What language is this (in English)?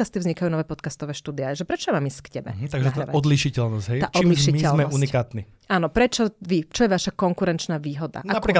Slovak